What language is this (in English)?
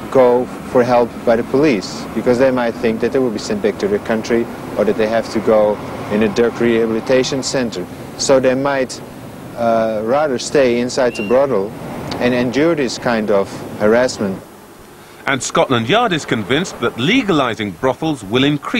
English